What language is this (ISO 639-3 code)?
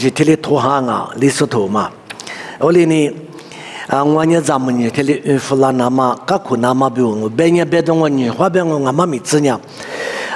lis